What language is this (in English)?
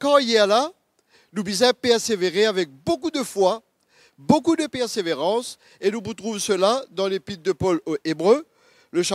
Morisyen